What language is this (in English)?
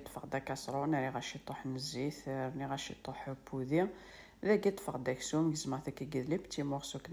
Kabyle